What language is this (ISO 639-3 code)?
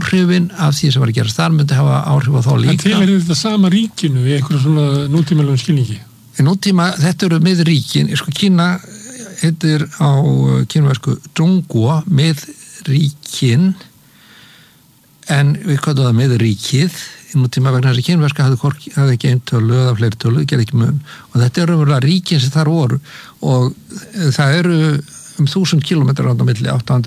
isl